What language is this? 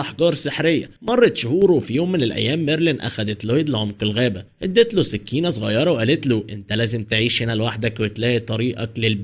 Egyptian Arabic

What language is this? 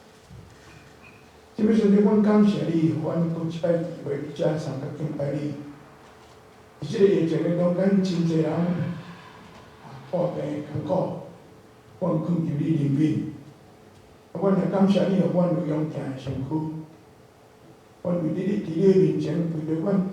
Min Nan Chinese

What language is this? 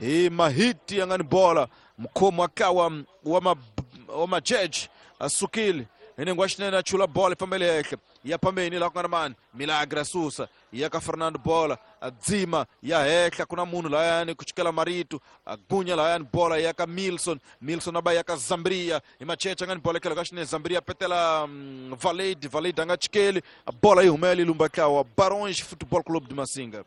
Tsonga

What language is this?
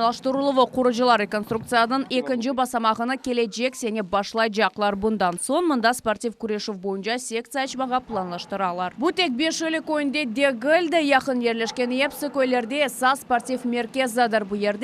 Crimean Tatar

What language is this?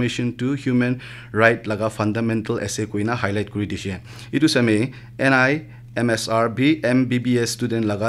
Naga Pidgin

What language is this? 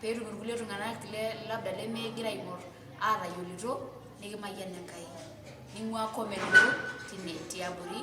Masai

